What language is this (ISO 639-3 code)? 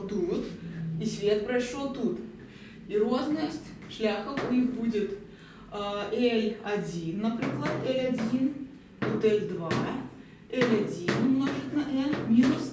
bel